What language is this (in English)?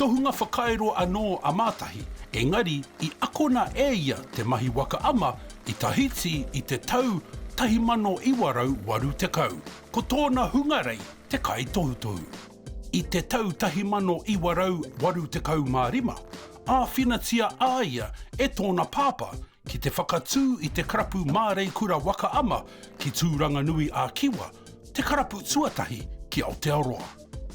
Māori